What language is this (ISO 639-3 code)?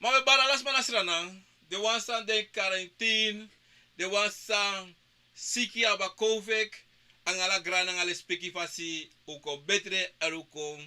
srn